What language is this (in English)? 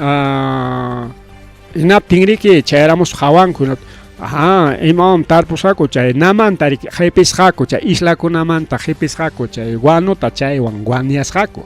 Ayacucho Quechua